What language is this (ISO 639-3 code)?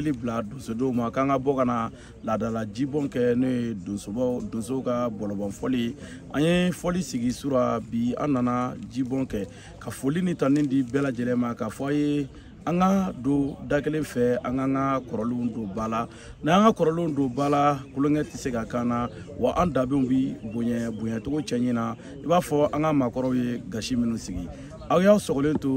bam